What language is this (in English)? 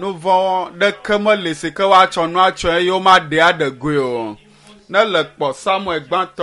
Ewe